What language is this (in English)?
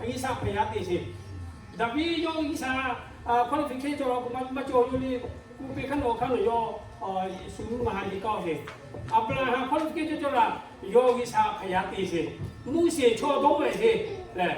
Lahu